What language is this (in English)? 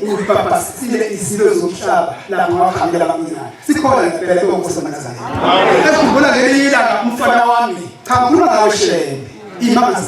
Zulu